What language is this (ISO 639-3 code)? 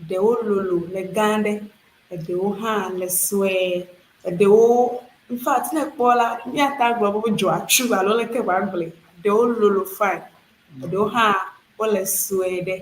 ewe